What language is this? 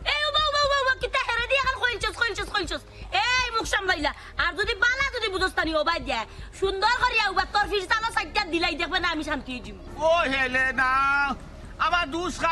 Sylheti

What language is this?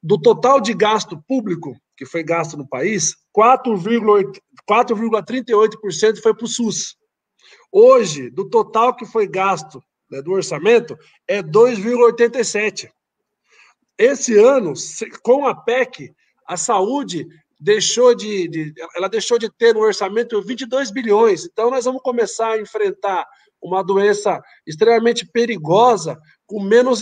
Portuguese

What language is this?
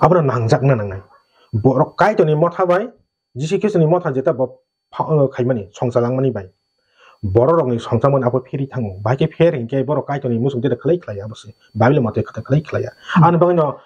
Kok Borok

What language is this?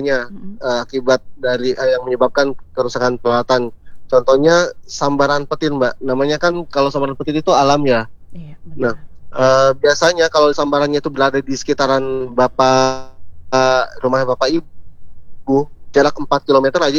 Indonesian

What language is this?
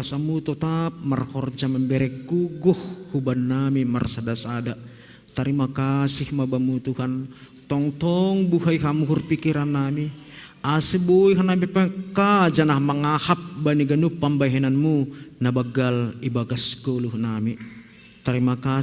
Batak Simalungun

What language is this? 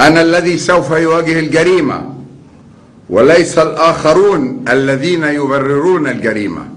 Egyptian Arabic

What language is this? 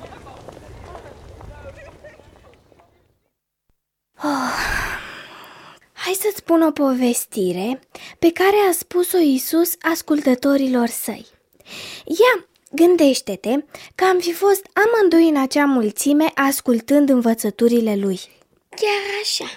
Romanian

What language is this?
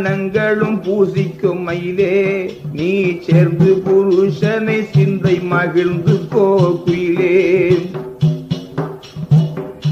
Tamil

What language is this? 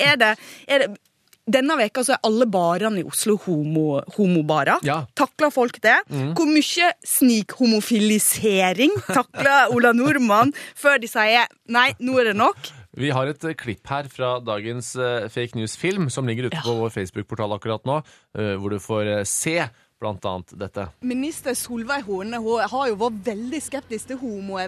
Norwegian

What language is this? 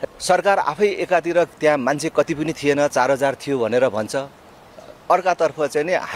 Nepali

